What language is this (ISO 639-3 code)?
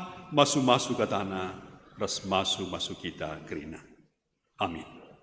btx